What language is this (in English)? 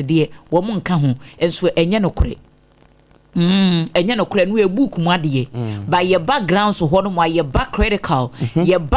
Akan